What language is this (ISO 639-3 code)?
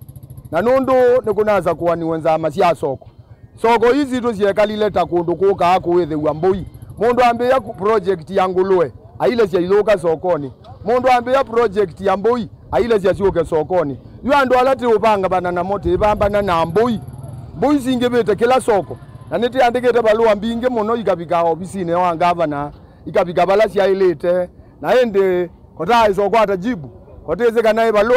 kam